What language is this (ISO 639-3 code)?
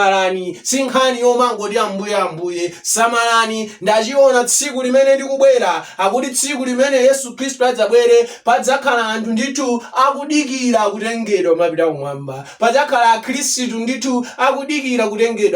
nya